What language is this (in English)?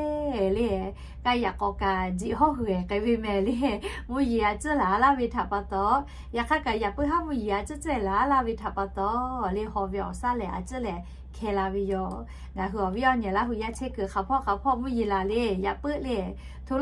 Lahu